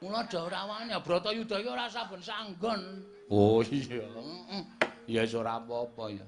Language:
Javanese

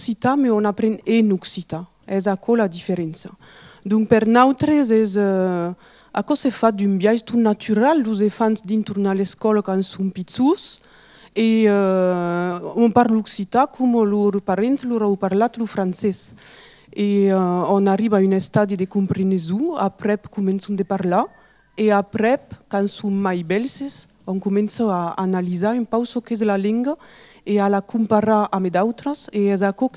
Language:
Occitan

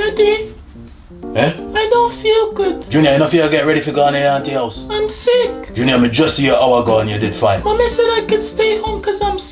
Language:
Jamaican Creole English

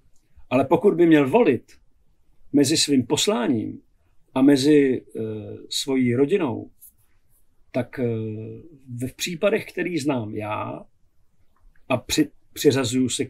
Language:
Czech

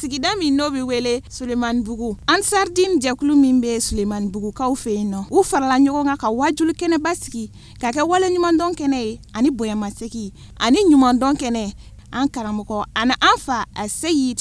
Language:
Bambara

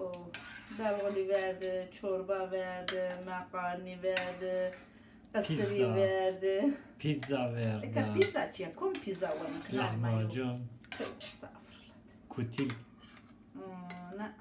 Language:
Zaza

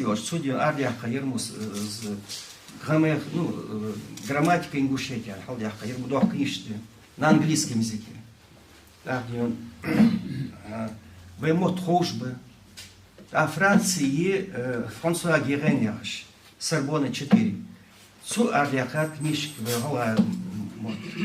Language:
Ingush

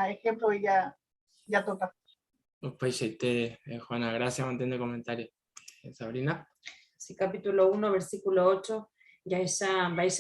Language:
Guarani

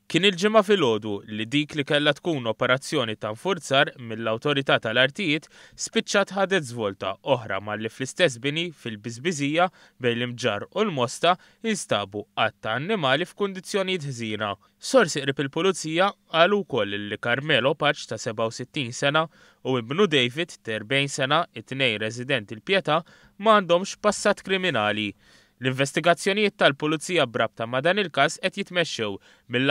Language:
Maltese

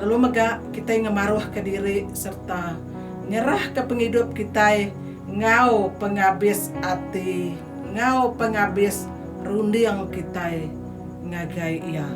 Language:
Iban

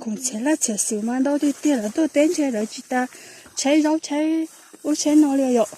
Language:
Hmong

